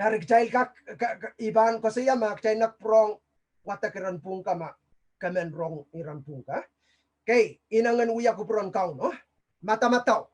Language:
Pohnpeian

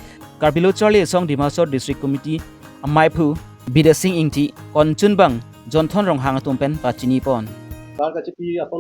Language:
Karbi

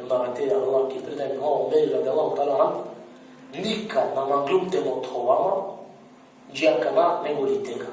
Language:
Balkan Romani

